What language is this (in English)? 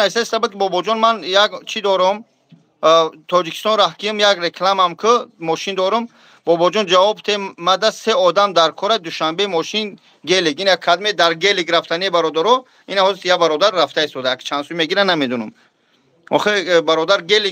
Tajik